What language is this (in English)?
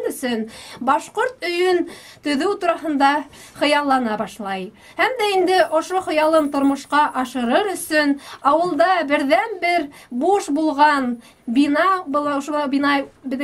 Bashkir